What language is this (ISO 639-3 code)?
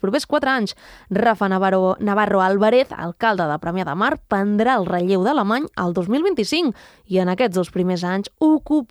cat